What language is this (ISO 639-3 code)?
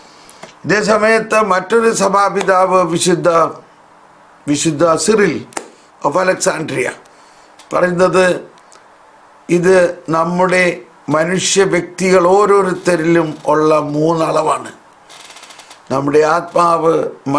mal